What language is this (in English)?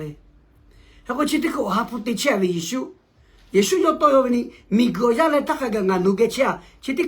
Lahu